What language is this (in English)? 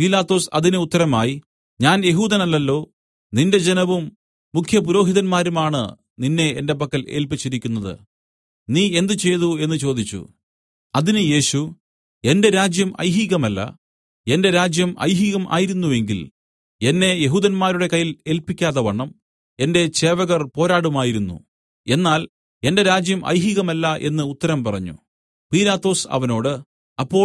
Malayalam